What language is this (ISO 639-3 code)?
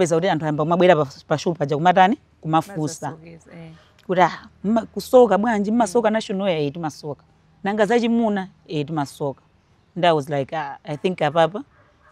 nya